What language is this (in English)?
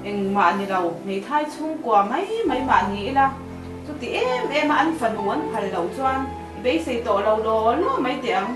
Mizo